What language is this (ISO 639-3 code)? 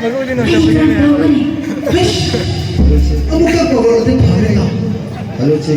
mni